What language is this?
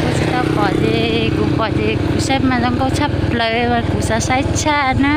Hmong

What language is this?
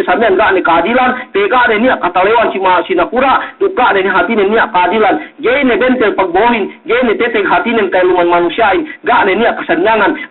Yakan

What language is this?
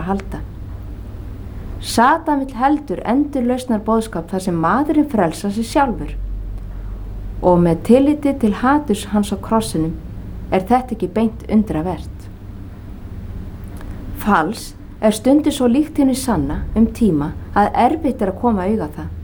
Icelandic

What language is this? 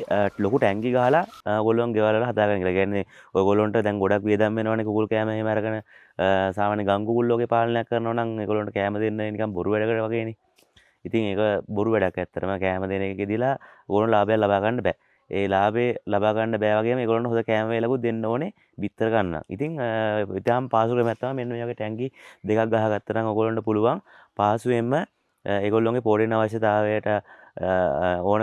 Sinhala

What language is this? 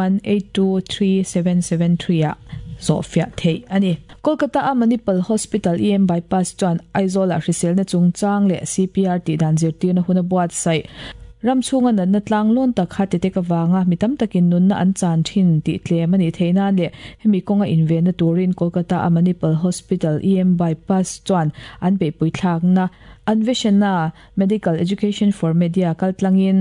Mizo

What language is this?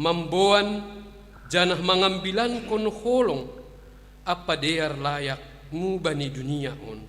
Batak Simalungun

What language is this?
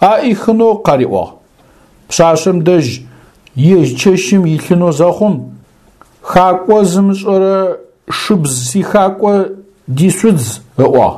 Adyghe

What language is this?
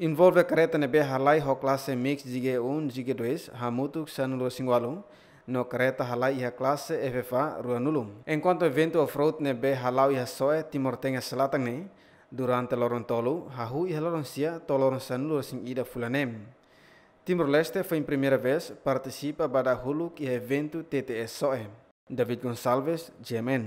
Tetum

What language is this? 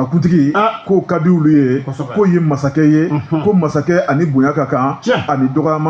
Bambara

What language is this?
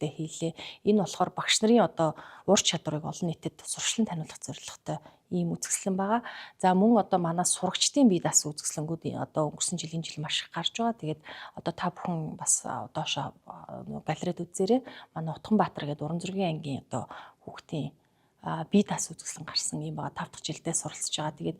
Mongolian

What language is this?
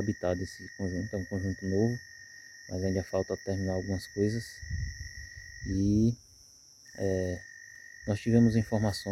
Portuguese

